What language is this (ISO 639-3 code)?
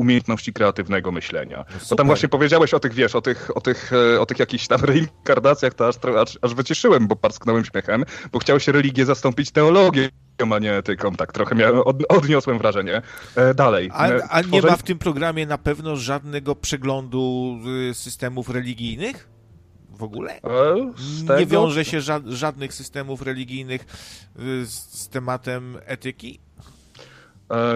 pol